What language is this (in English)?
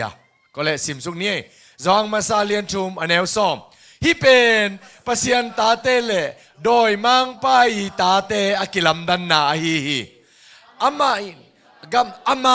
Tedim Chin